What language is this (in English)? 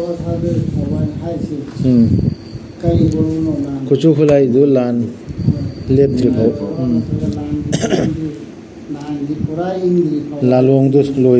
Manipuri